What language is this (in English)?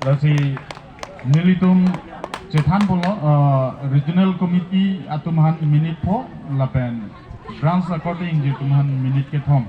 Karbi